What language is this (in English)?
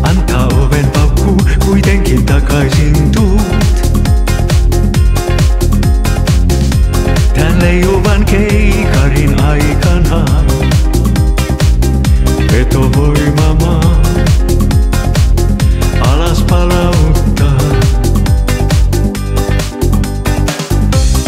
Finnish